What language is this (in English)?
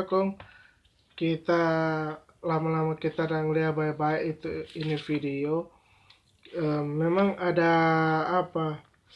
Manado Malay